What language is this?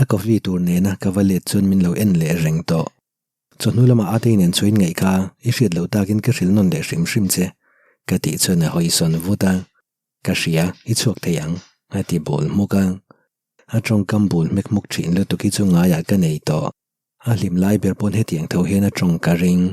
Mizo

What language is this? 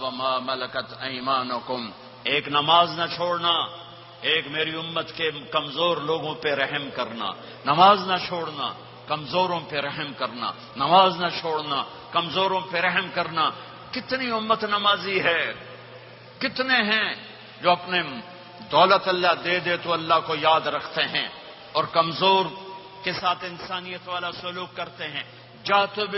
Urdu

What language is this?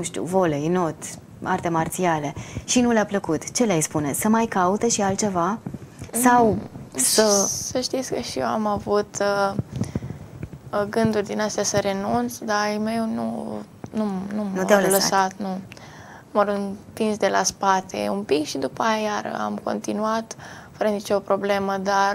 Romanian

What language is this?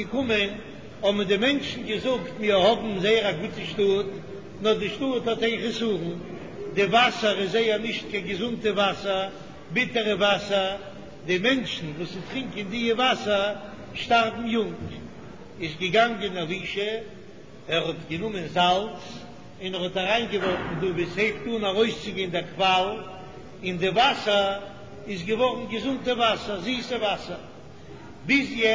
Yiddish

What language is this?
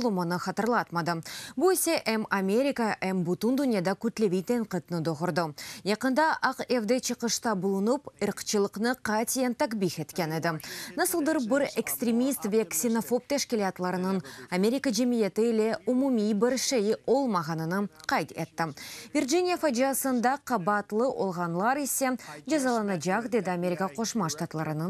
Crimean Tatar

